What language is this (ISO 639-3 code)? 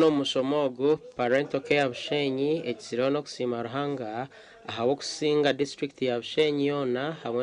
nyn